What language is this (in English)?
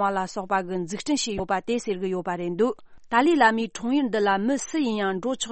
Tibetan